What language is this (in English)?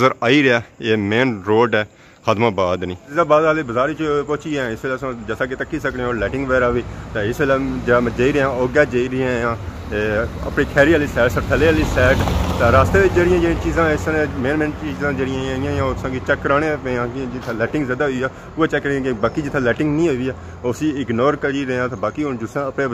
Pahari-Potwari